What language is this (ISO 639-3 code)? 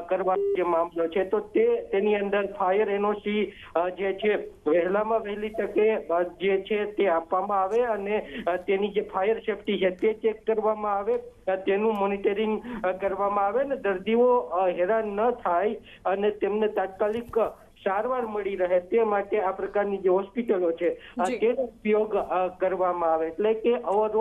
guj